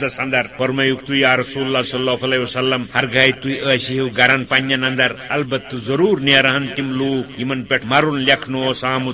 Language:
Kashmiri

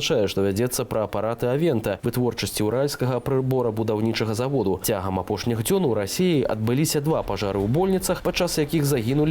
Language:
Belarusian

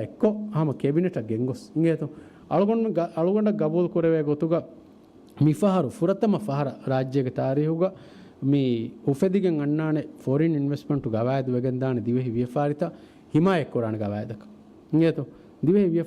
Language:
Divehi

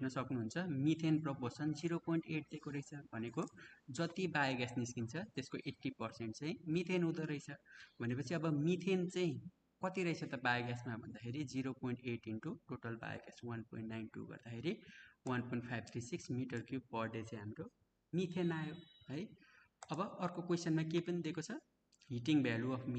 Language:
Nepali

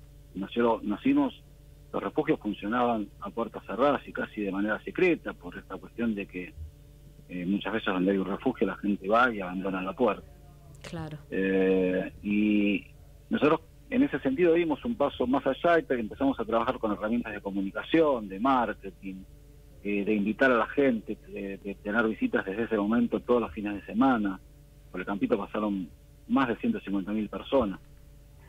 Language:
Spanish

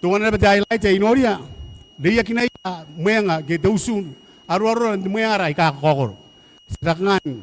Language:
Gilbertese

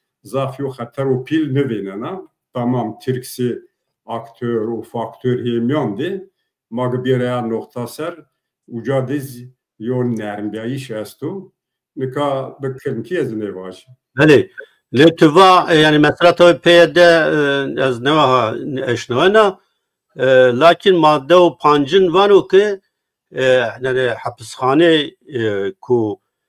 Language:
Zaza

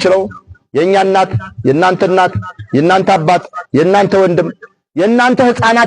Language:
Amharic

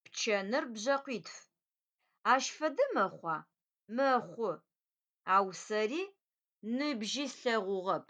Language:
Adyghe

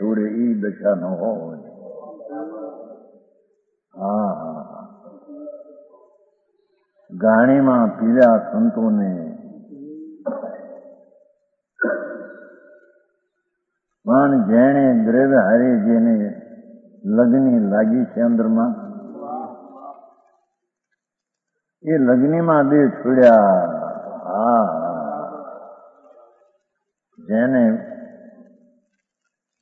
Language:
Gujarati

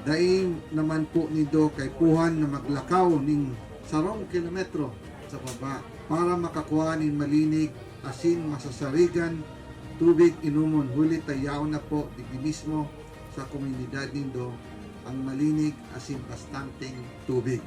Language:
Bikol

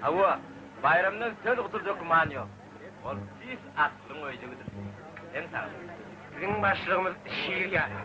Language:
Turkmen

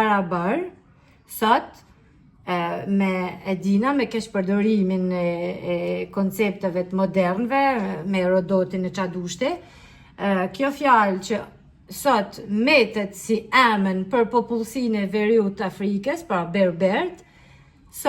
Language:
Albanian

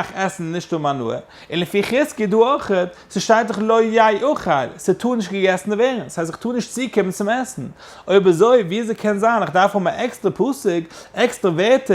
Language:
Yiddish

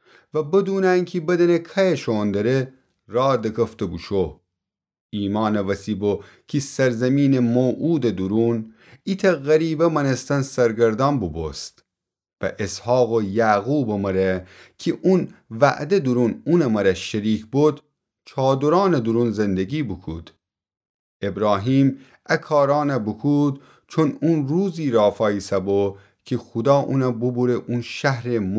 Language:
Gilaki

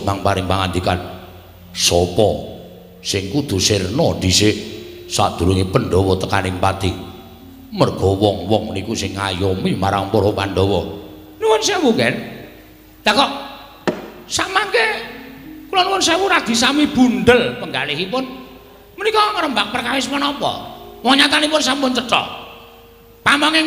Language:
Javanese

